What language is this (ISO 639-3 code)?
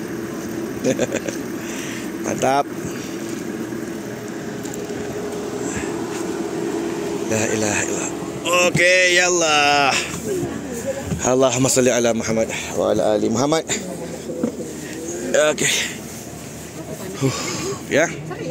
msa